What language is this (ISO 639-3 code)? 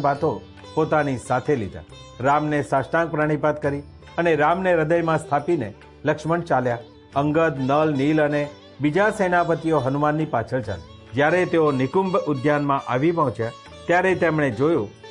guj